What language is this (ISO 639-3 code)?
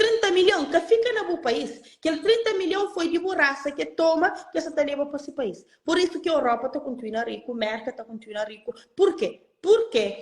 kea